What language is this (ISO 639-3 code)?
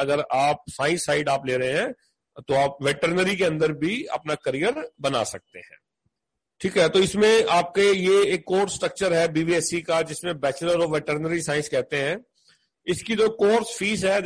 hin